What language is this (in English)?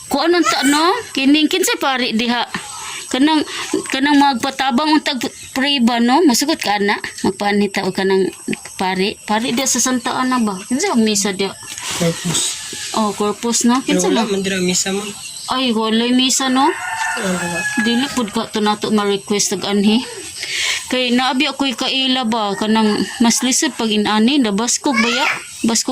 Cebuano